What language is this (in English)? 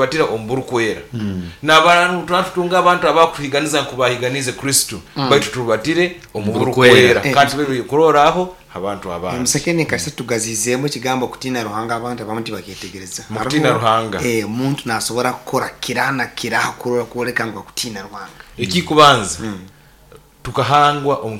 Nyoro